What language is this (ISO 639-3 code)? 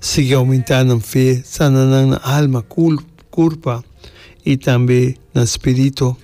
pap